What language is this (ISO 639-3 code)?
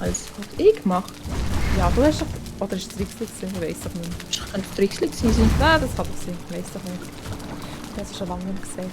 gsw